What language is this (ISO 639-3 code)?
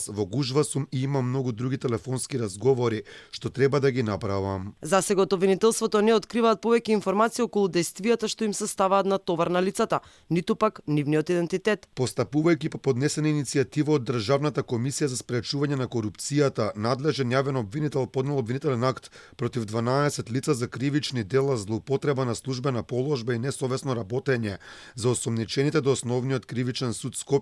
mkd